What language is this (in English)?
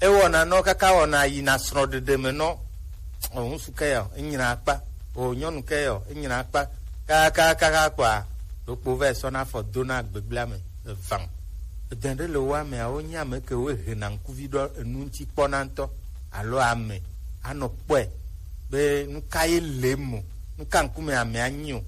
Gen